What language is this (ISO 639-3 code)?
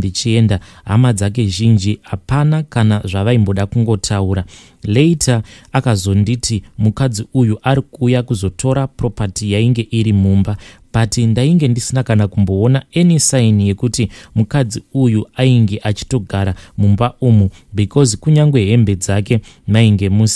sna